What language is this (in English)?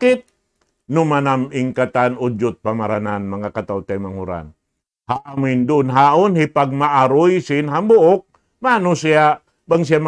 Tausug